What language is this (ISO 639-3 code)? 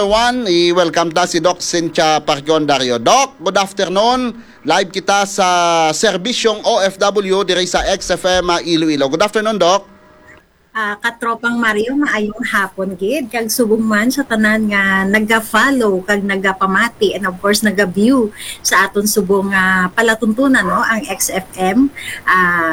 hil